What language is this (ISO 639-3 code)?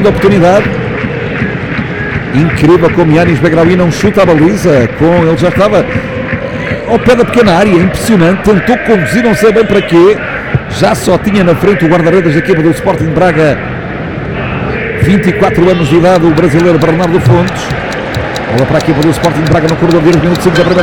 por